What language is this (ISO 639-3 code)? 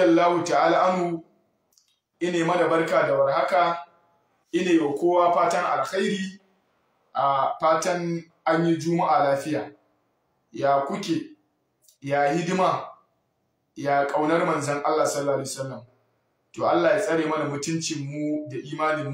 hau